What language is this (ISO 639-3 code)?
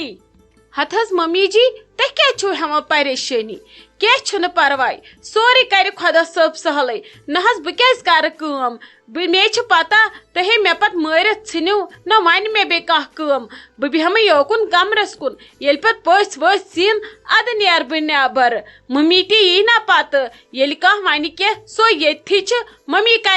kas